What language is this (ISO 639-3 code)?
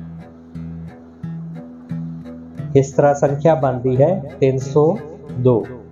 hin